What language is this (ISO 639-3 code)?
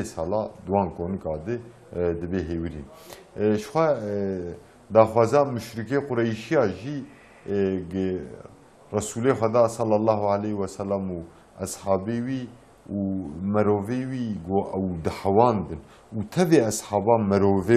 kur